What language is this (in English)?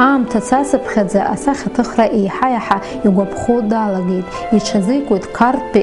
Abkhazian